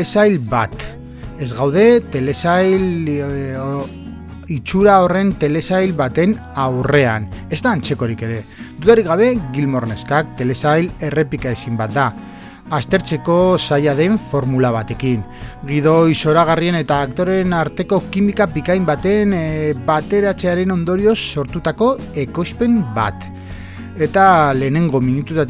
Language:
Basque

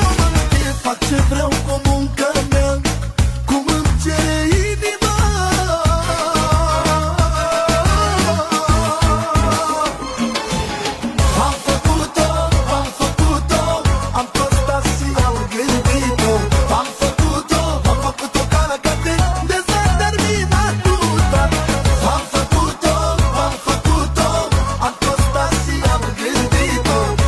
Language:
Romanian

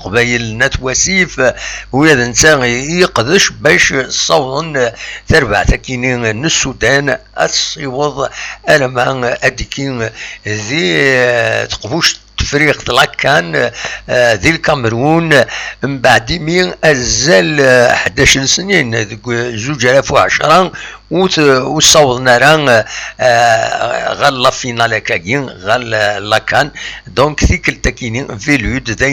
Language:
Kabyle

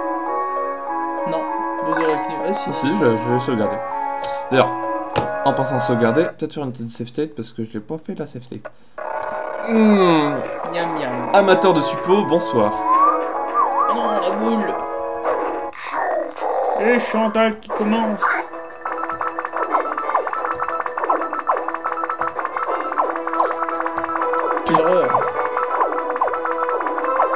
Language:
French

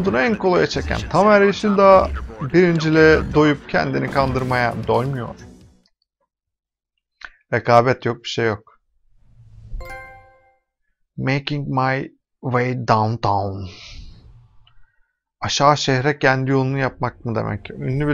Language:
Turkish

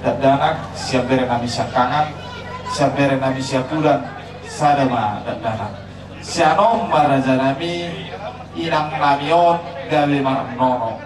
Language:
Batak Toba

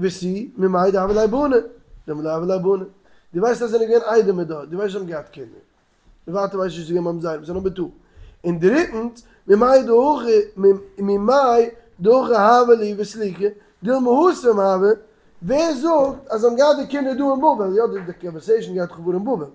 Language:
Yiddish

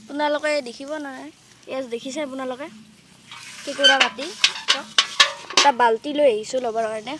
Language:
Assamese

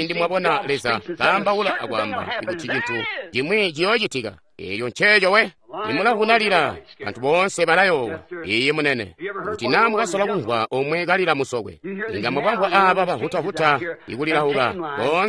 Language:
Tonga (Zambia)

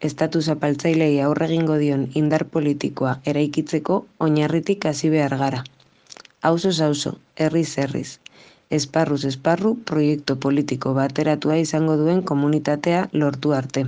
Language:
Basque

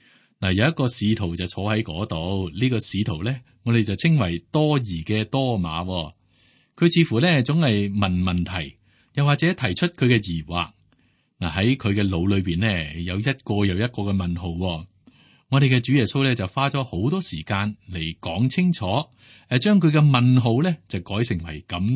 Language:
Cantonese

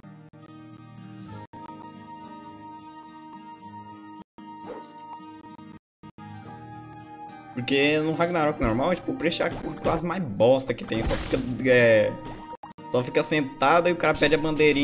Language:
Portuguese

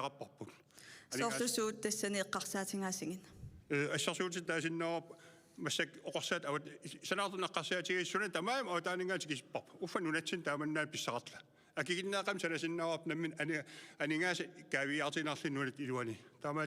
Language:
Kalaallisut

